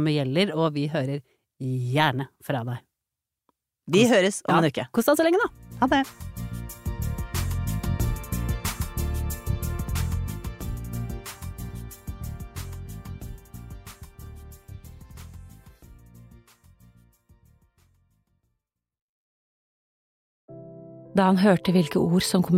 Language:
Norwegian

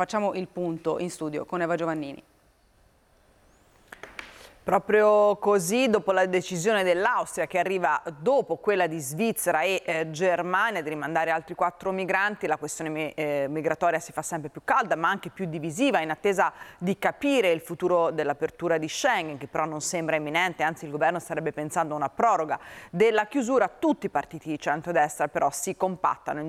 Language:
Italian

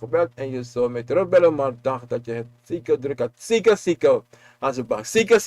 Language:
Sranan Tongo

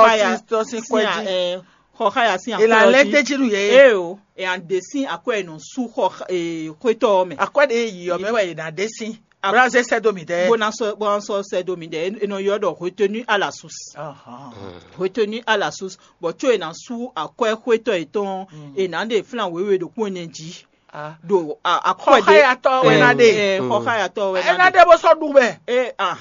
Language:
Fon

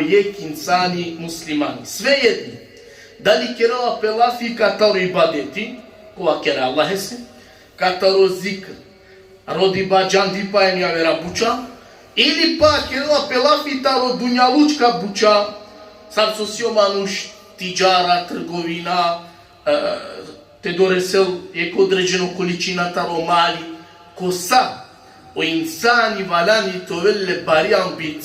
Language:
Balkan Romani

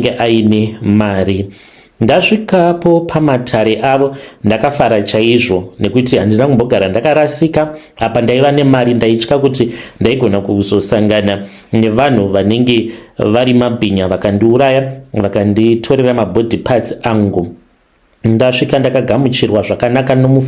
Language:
Shona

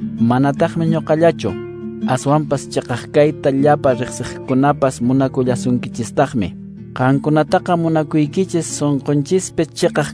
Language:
Quechua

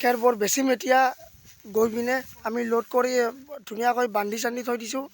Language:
Assamese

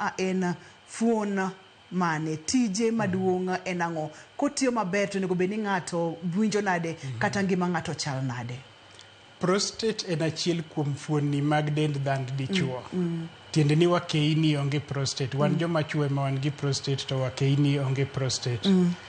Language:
Luo (Kenya and Tanzania)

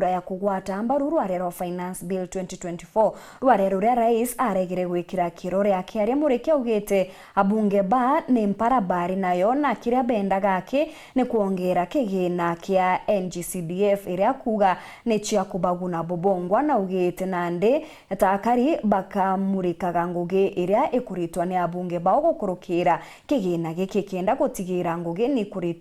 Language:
Meru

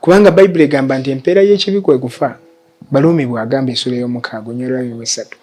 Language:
Ganda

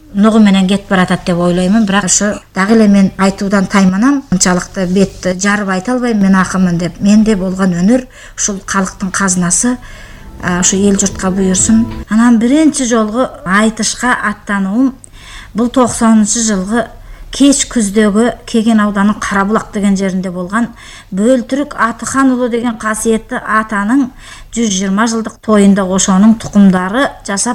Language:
Kyrgyz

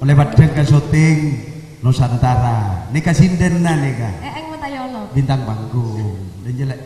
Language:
Madurese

